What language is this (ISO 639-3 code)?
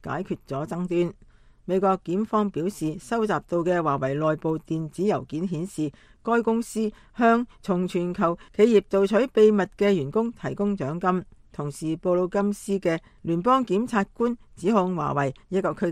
yue